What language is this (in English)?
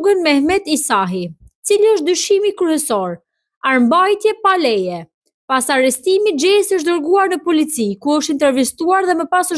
Albanian